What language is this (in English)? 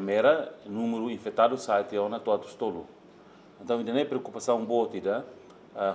Tetum